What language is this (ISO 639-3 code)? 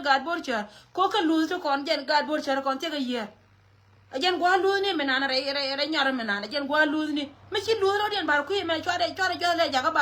nus